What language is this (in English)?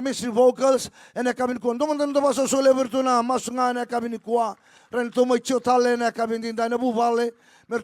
Fijian